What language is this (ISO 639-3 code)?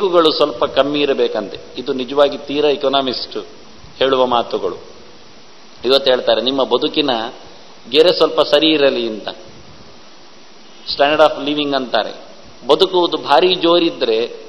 kan